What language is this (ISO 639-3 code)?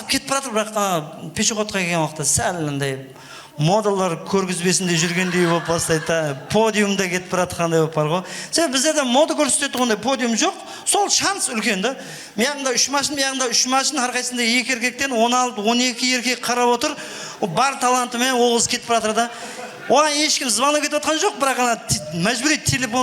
kaa